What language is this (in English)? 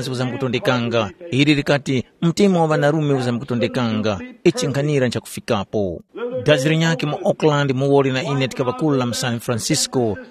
Tumbuka